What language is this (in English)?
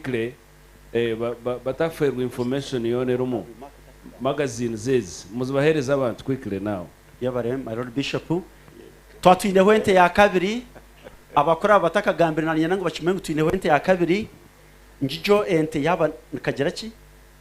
Nyankole